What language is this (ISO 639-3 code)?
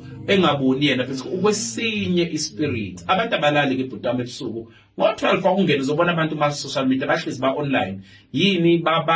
zul